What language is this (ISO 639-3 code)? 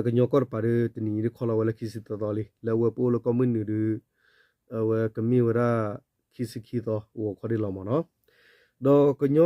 ksw